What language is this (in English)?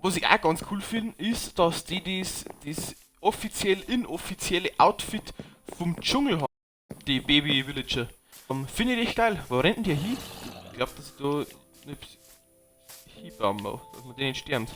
Bavarian